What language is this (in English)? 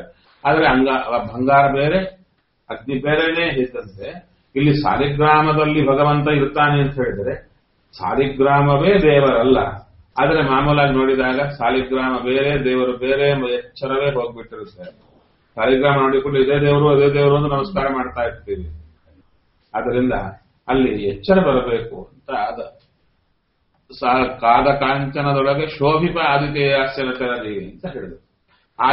Kannada